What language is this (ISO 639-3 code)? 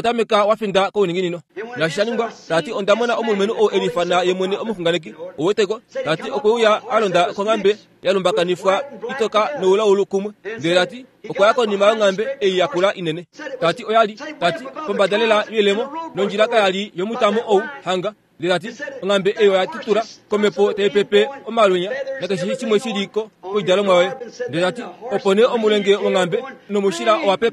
kua